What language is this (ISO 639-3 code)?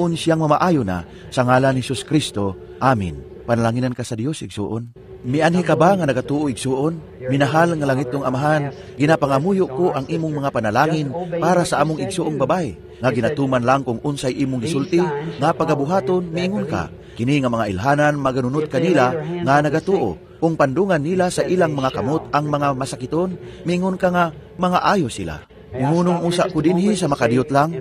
ceb